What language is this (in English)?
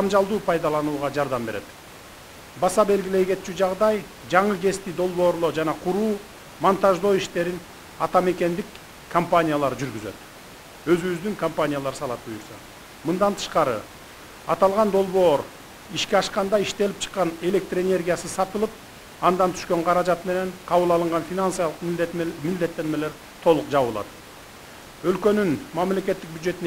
Kyrgyz